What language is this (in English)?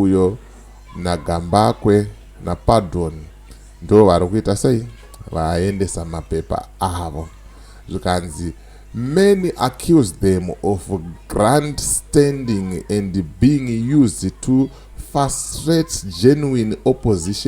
Shona